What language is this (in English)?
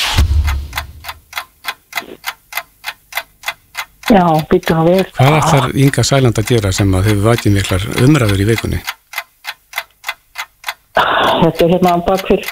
Icelandic